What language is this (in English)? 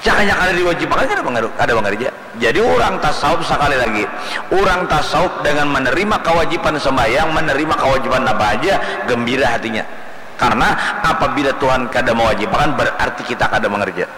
Banjar